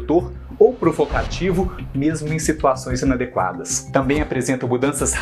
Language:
Portuguese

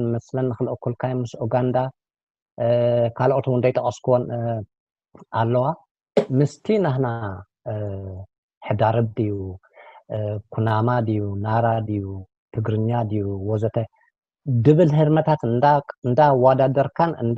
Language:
Tigrinya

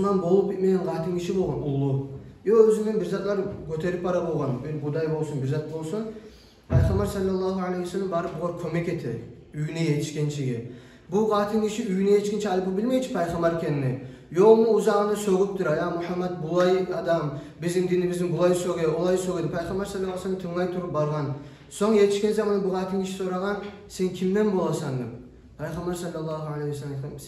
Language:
Kumyk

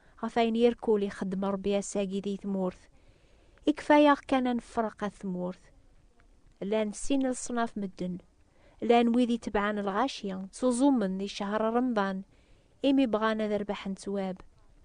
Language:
Kabyle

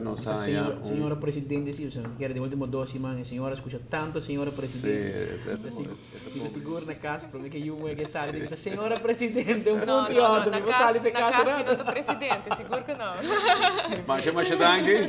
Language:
Papiamento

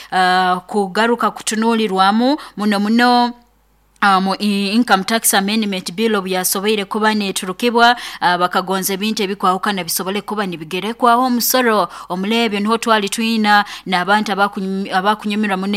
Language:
Nyoro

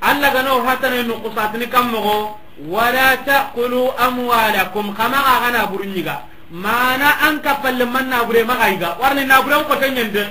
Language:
Soninke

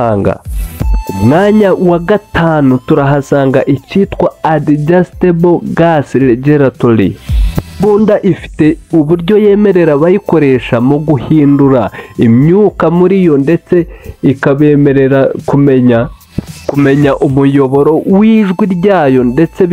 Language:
Kinyarwanda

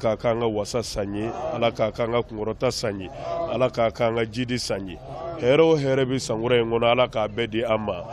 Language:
Bambara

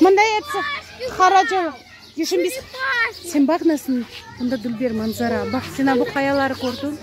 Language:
Crimean Tatar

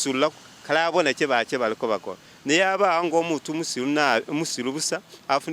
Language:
Masaaba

